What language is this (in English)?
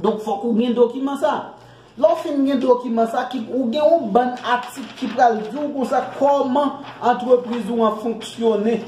Haitian Creole